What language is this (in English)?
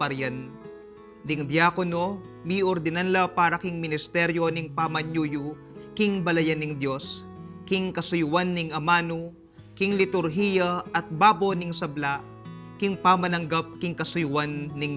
Pampanga